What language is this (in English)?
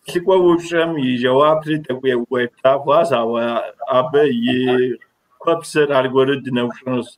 Kabardian